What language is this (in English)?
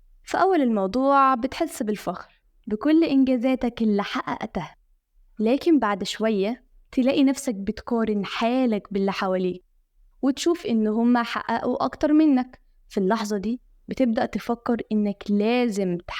Egyptian Arabic